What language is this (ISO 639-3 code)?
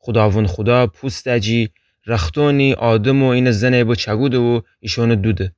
glk